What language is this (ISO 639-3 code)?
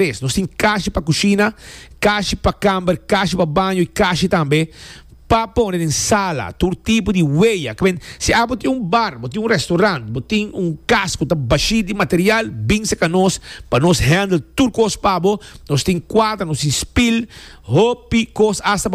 pap